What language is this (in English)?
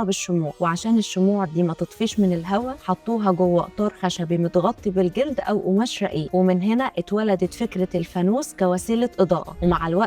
Egyptian Arabic